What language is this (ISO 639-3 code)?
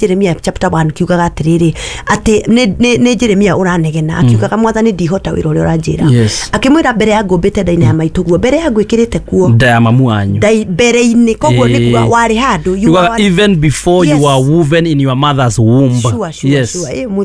kik